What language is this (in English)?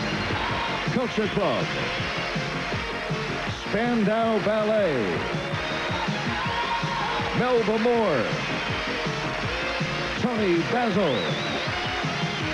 English